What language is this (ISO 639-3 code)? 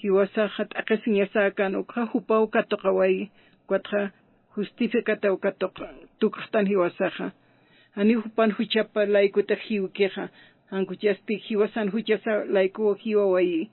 aym